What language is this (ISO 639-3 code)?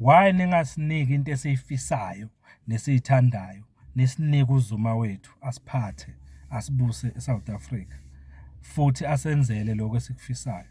zul